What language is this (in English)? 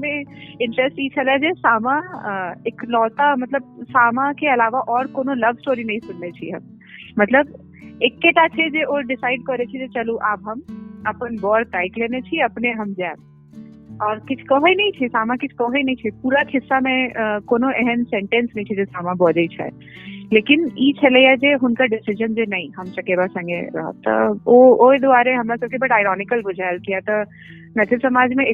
Maithili